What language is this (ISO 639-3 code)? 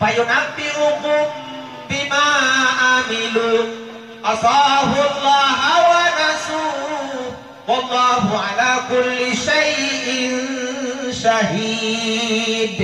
mak